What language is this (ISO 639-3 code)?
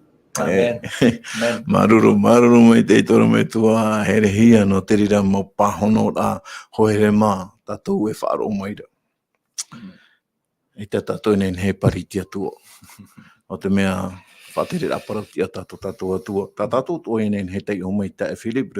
tah